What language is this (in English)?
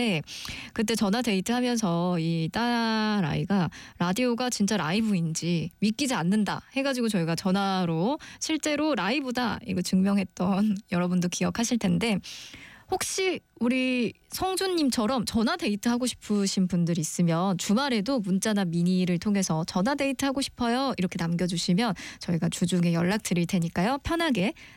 Korean